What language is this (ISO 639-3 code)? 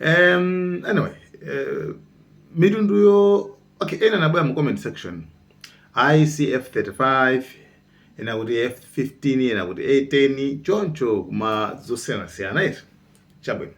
nya